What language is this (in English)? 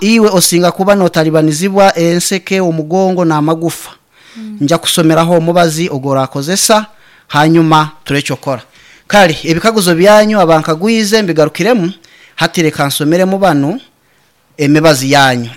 Nyankole